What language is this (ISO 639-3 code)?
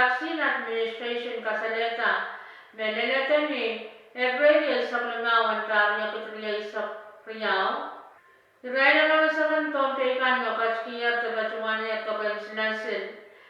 pon